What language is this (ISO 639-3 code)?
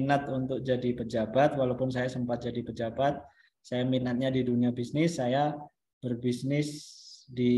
ind